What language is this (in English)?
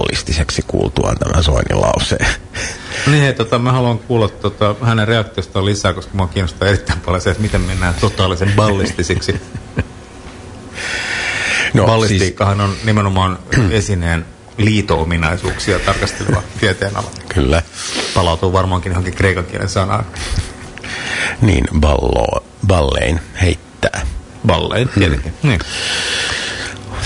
Finnish